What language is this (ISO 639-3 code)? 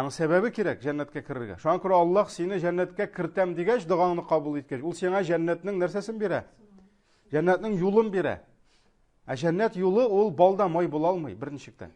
tat